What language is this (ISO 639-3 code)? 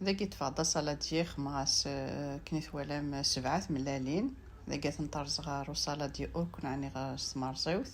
kab